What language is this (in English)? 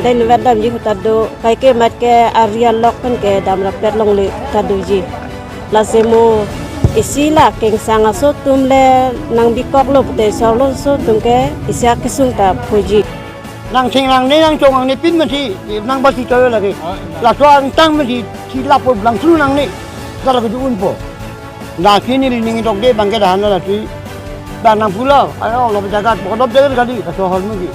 Karbi